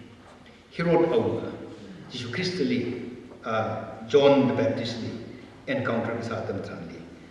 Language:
Tangkhul Naga (India)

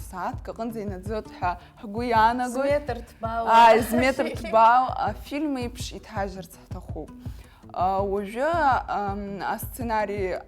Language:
Abkhazian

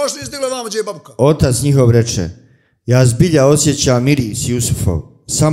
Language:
Bosnian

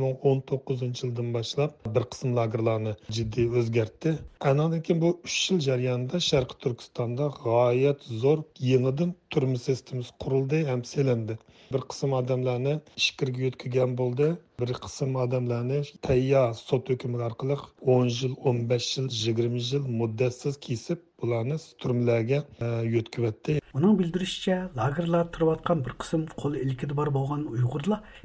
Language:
Uyghur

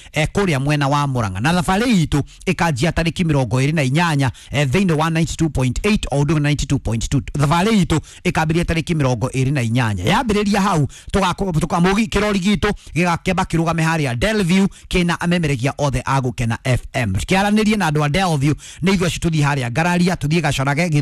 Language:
Kikuyu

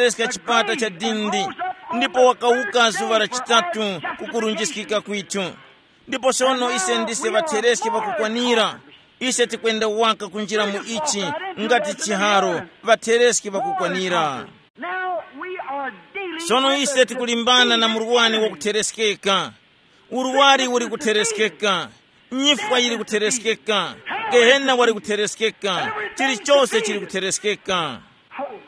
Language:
Tumbuka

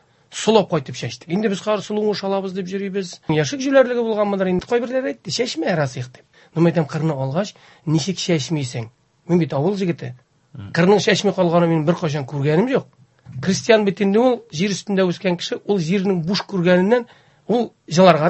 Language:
Tatar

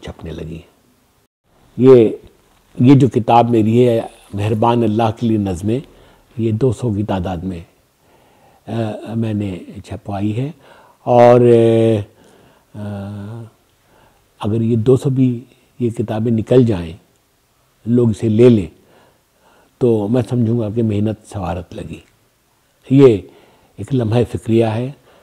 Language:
Urdu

